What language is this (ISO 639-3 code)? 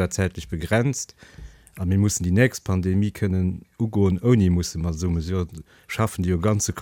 ltz